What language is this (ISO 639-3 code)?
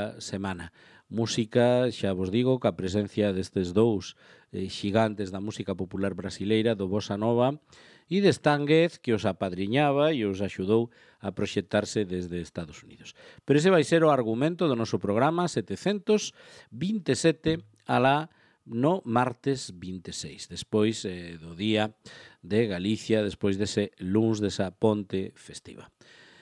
glg